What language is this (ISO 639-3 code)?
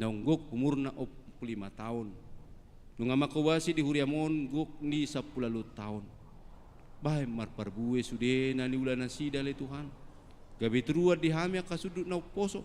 bbc